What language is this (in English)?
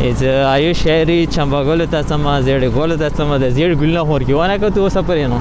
Pashto